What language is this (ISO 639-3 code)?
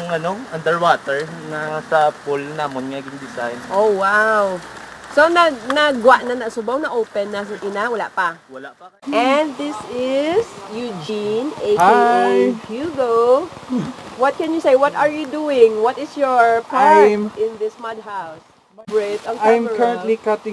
hil